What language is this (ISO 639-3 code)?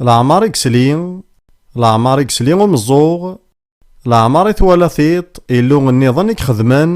kab